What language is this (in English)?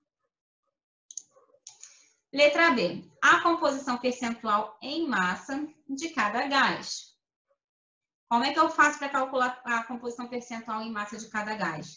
Portuguese